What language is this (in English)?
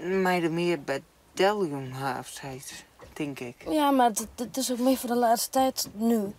Western Frisian